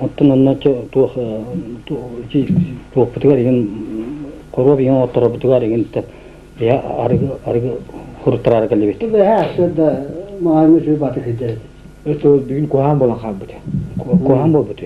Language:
Yakut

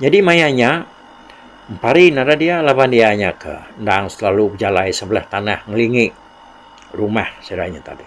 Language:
Iban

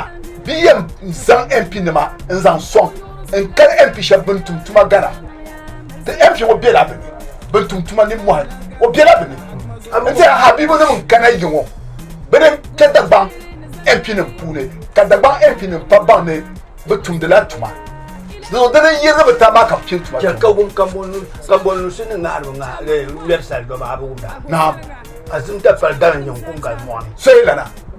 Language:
Dagbani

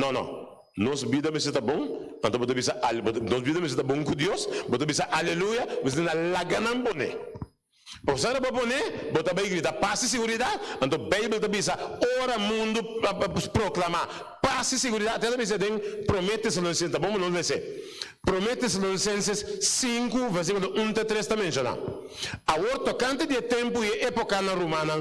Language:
Papiamento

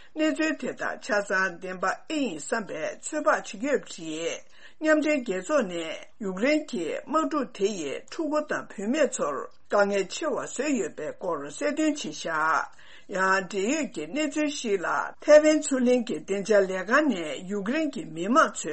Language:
Tibetan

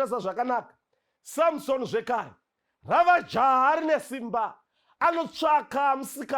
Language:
Shona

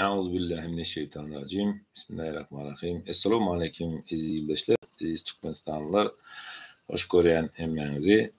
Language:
Turkmen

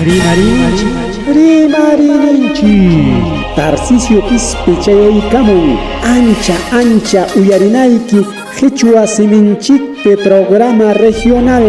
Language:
Ayacucho Quechua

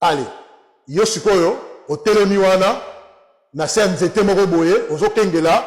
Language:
Lingala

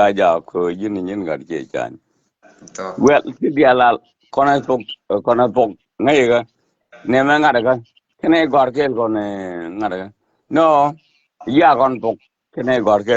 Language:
Nuer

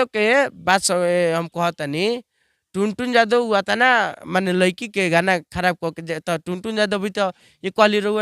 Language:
Bhojpuri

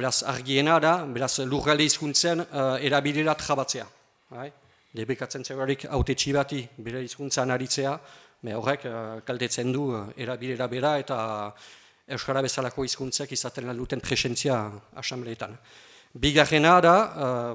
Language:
Basque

